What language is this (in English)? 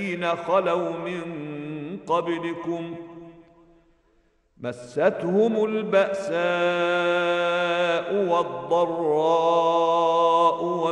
Arabic